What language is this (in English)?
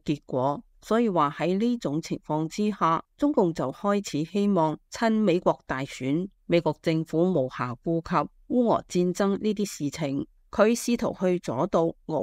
Cantonese